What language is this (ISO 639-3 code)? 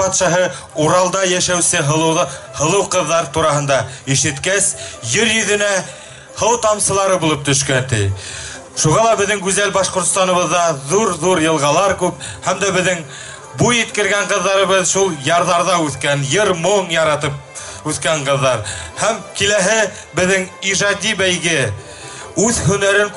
bak